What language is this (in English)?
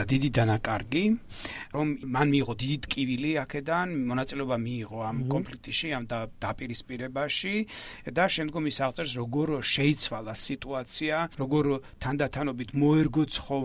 Georgian